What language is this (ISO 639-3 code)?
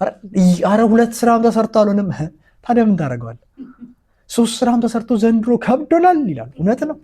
amh